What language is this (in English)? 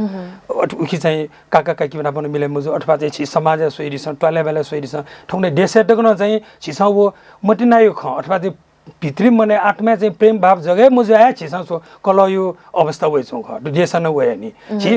Newari